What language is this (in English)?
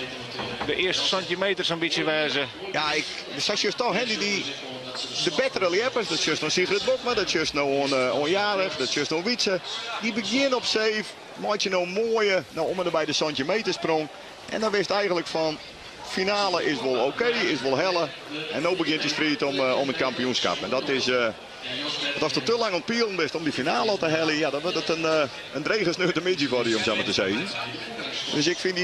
Western Frisian